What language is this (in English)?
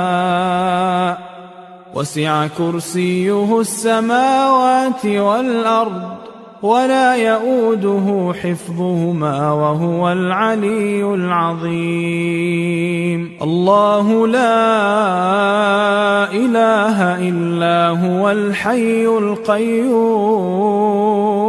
Arabic